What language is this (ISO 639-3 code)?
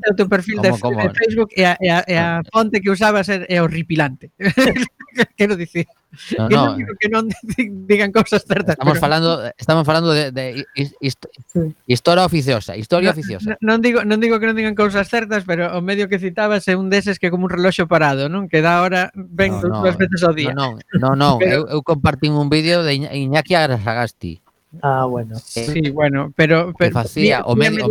glg